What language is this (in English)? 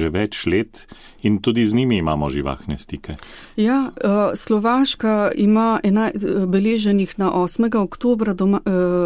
Slovenian